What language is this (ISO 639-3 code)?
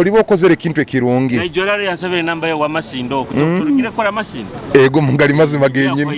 nyo